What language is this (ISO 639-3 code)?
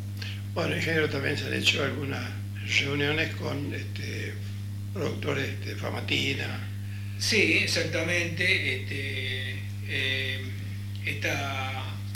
spa